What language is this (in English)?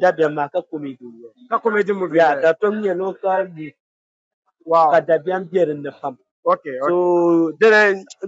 Dagbani